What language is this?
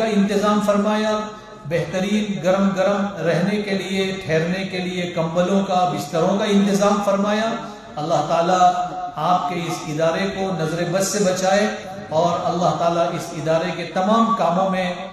Urdu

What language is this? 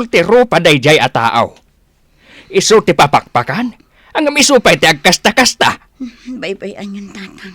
Iloko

